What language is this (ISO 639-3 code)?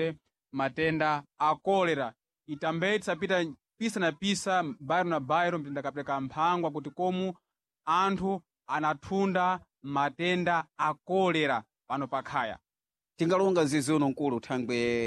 seh